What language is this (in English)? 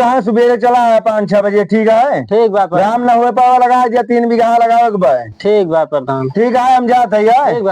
Awadhi